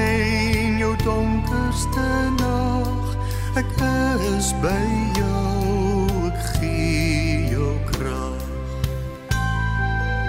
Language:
Afrikaans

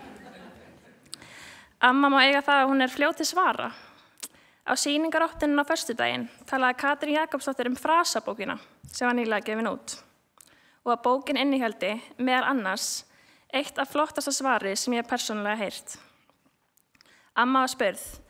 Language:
Icelandic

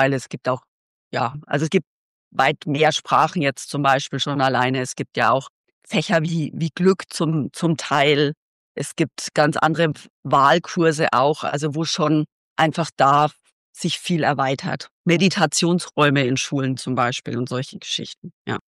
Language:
German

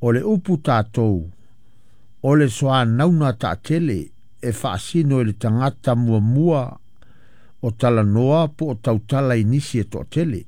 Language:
Samoan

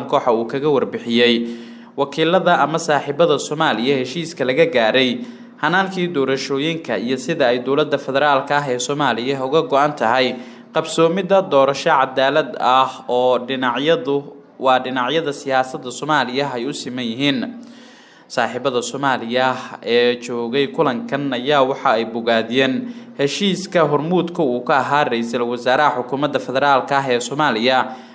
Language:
Somali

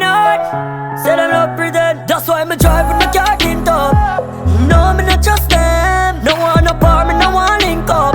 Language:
Jamaican Creole English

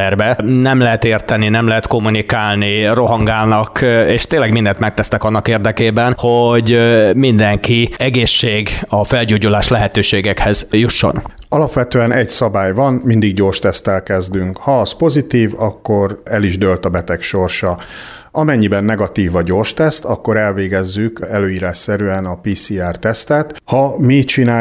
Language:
Hungarian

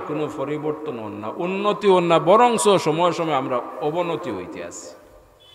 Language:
Sylheti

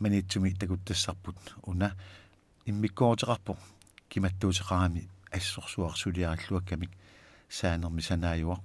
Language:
Kalaallisut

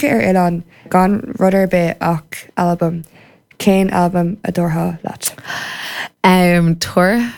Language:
Irish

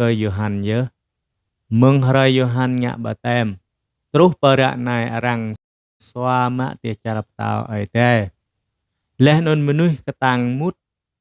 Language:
Jarai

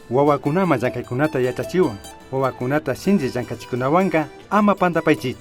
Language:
Imbabura Highland Quichua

